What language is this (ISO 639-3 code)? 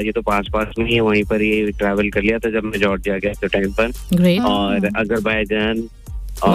hin